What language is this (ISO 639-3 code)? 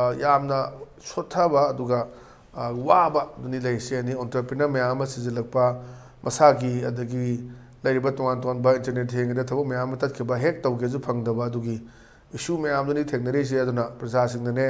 mni